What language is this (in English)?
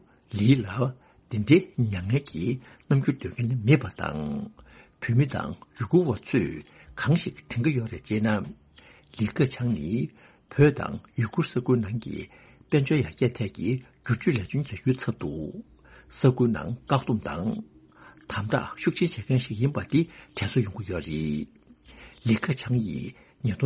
Tibetan